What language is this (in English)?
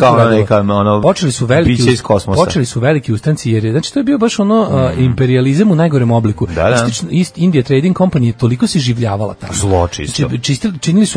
Serbian